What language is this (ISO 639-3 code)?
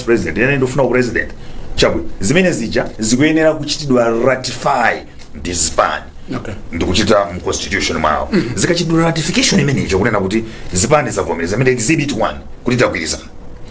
nya